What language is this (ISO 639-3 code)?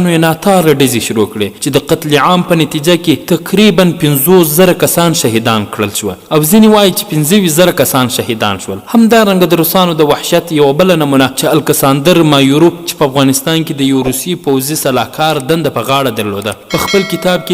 pus